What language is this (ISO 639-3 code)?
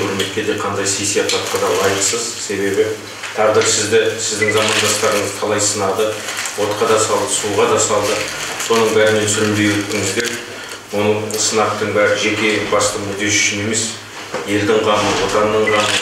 kaz